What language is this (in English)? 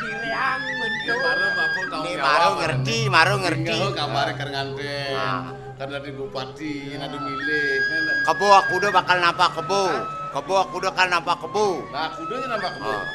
Balinese